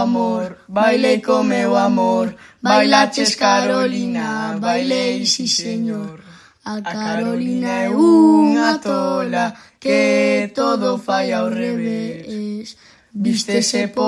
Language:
Galician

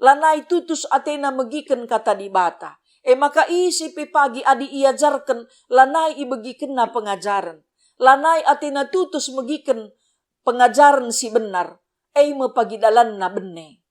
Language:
Batak Karo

